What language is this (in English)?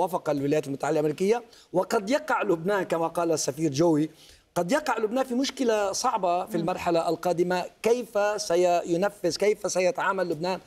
Arabic